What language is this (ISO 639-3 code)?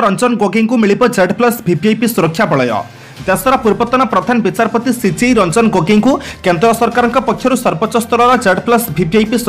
ori